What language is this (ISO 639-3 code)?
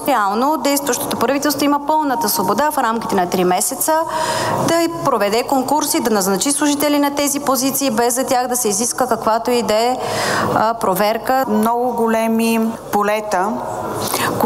bul